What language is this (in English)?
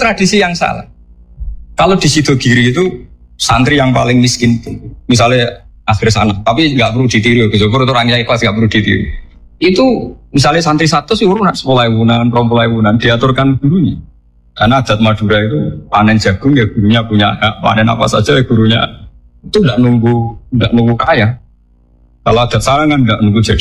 Indonesian